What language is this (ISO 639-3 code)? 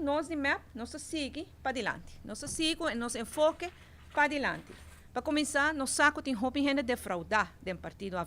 pap